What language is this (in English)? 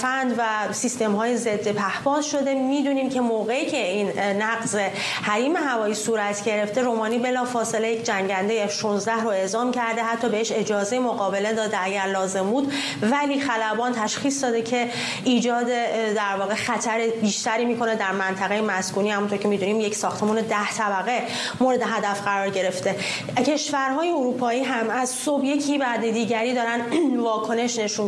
Persian